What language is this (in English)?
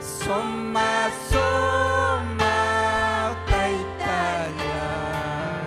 Ayacucho Quechua